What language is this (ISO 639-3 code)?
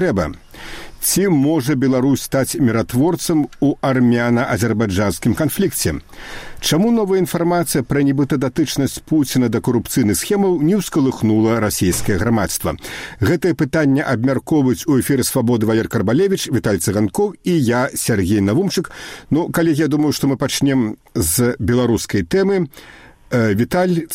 bel